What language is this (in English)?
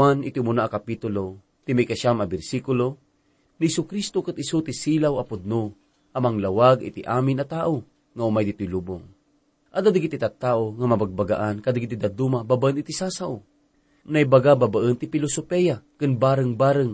Iloko